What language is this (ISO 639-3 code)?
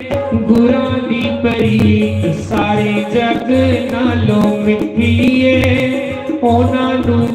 doi